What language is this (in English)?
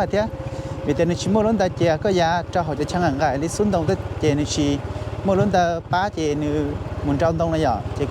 Hmong